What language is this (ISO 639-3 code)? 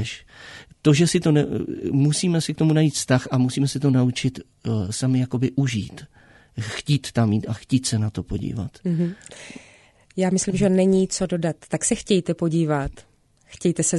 ces